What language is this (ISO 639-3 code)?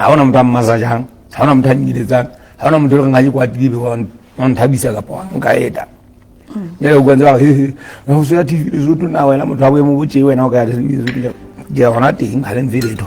sot